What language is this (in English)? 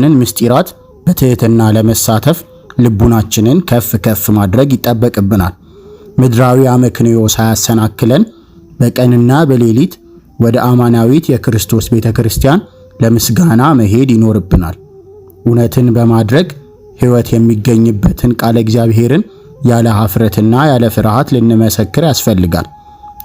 Amharic